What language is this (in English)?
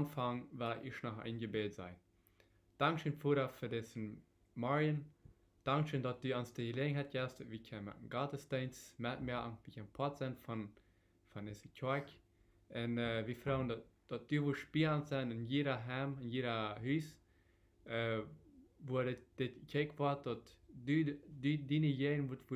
Plautdietsch